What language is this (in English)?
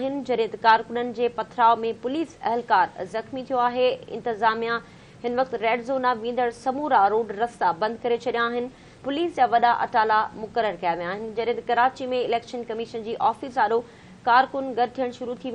Sindhi